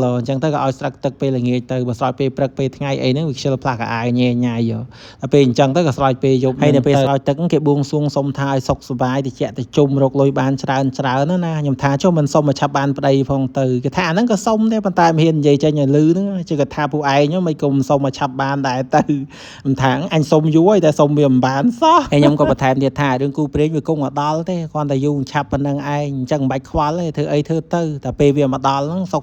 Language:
Khmer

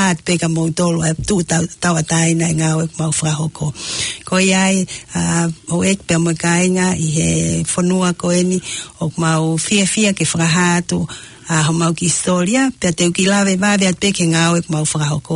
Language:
Tongan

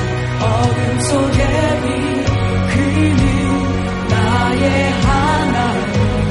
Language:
Korean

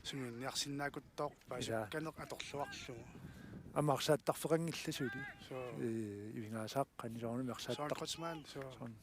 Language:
Kalaallisut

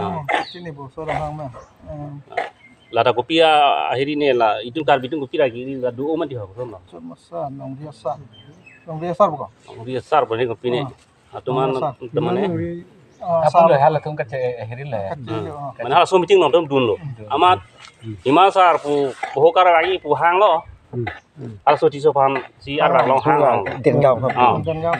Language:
Karbi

